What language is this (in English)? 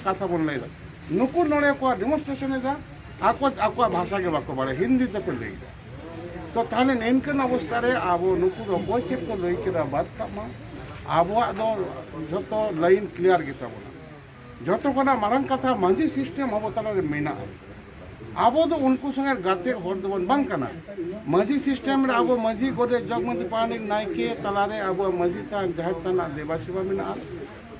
Santali